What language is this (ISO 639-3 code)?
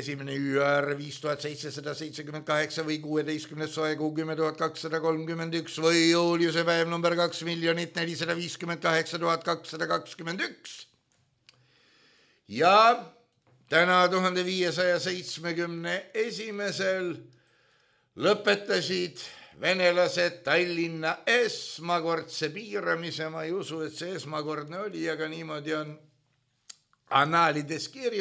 est